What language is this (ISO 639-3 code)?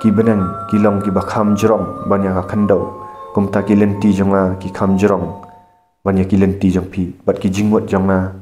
kha